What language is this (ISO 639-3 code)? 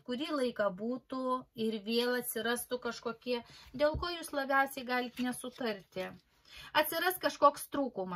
lit